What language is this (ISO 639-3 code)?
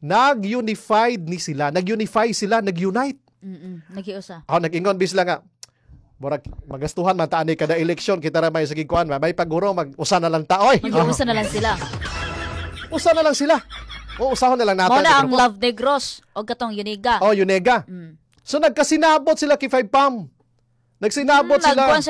ceb